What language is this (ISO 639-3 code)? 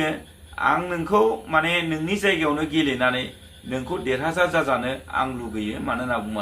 brx